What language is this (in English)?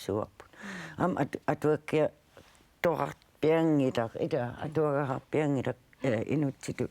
Kalaallisut